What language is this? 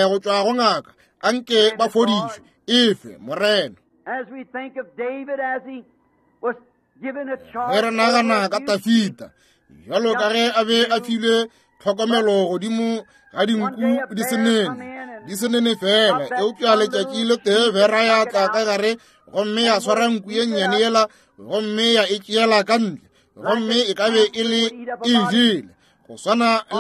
Northern Sotho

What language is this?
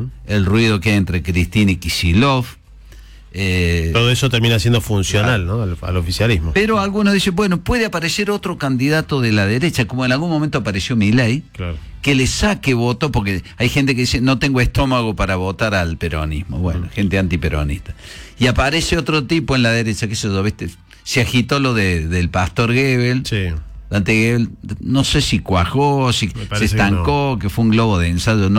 Spanish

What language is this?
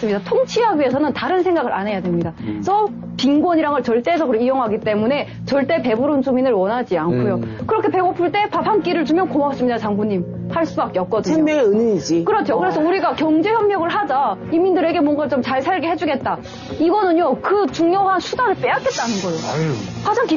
Korean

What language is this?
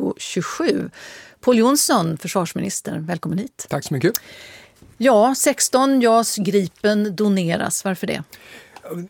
Swedish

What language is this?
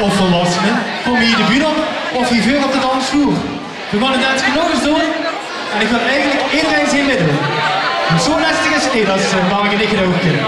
Limburgish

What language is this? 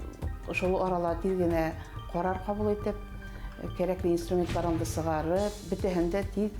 Bashkir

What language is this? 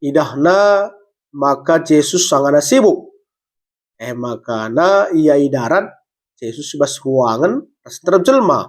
Batak Karo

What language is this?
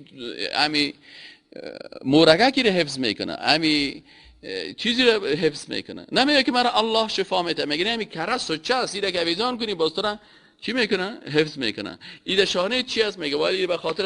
Persian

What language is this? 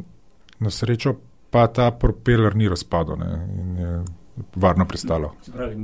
Slovenian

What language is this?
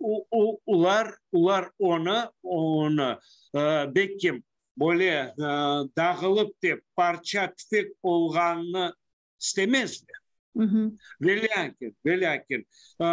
Crimean Tatar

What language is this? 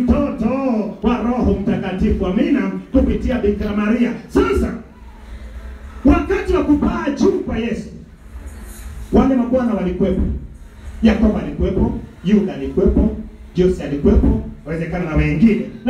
Swahili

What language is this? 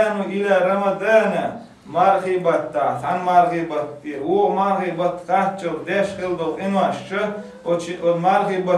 Chechen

